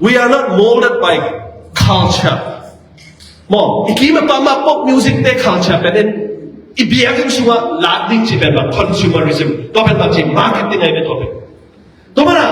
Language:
Tedim Chin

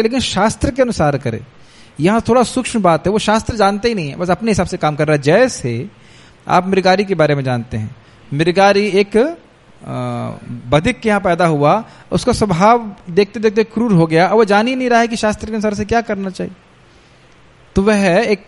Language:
Hindi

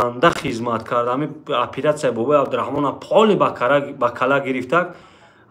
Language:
Tajik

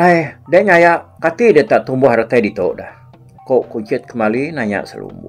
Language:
Iban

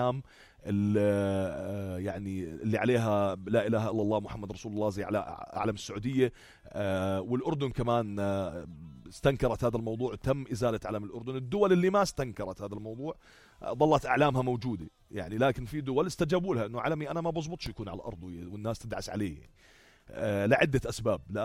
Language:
North Levantine Arabic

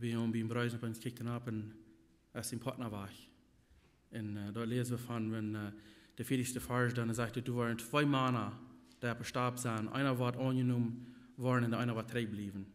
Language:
Plautdietsch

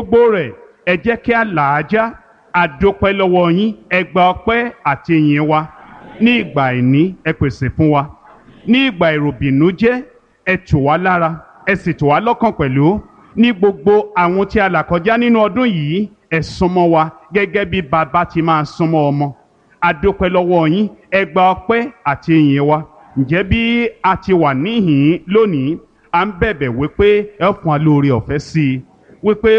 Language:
Yoruba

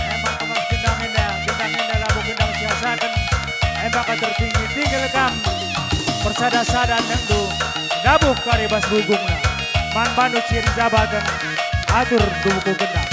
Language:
Batak Karo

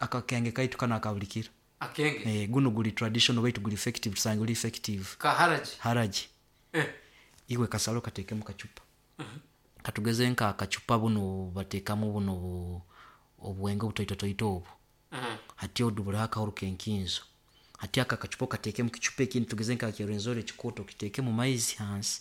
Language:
Nyoro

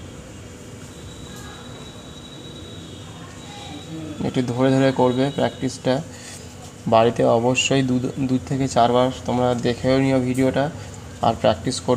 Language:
Bangla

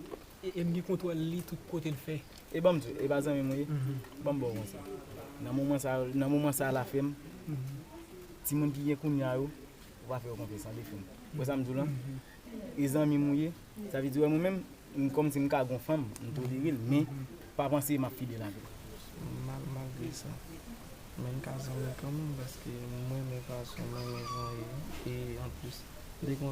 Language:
Haitian Creole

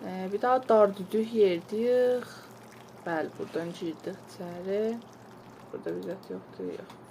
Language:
South Azerbaijani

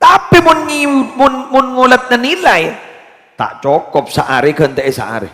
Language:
Madurese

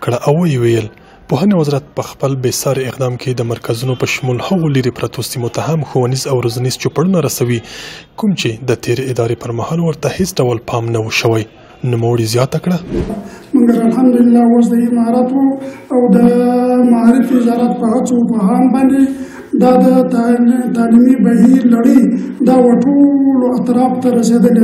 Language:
Pashto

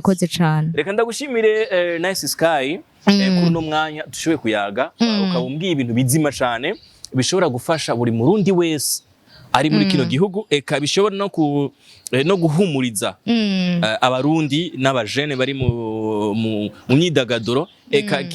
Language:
Rundi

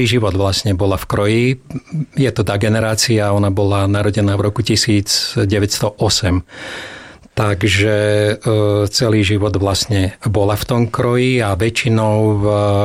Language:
Slovak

